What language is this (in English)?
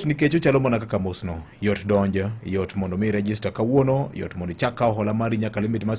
Luo (Kenya and Tanzania)